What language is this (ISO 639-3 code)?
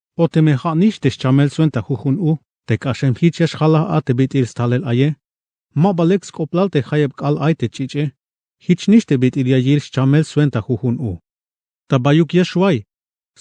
tzh